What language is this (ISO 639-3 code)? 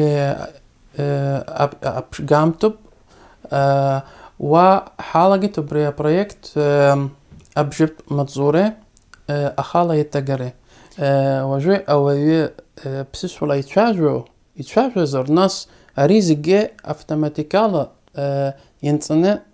abk